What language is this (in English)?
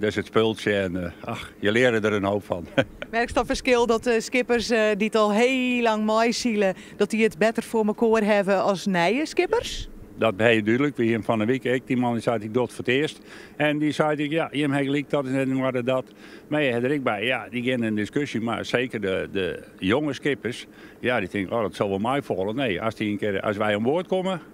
Western Frisian